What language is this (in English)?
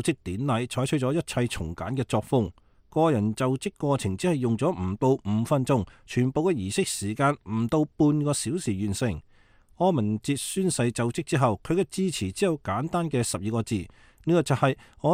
Cantonese